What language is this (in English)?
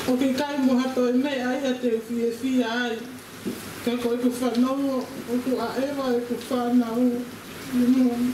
Tongan